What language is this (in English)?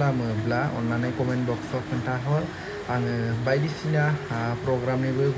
Bodo